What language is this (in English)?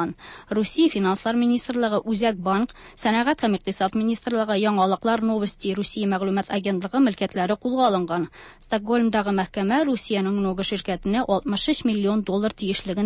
Tatar